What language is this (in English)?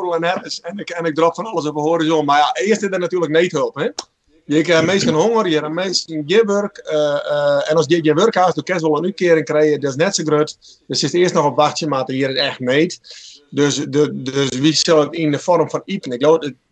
Western Frisian